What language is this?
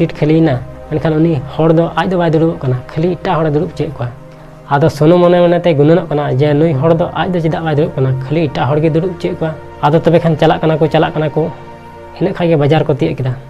Santali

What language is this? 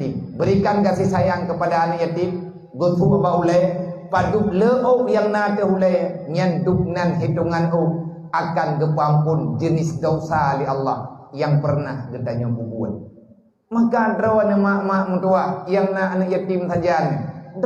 Achinese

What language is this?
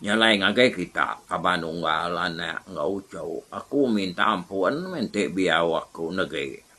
Iban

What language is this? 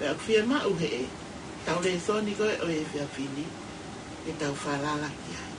Tongan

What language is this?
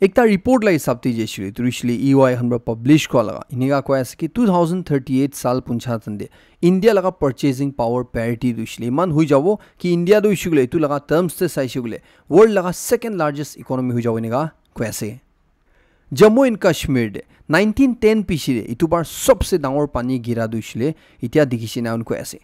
Naga Pidgin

